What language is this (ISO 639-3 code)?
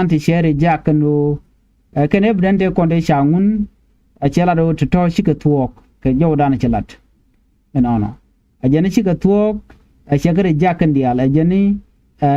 nus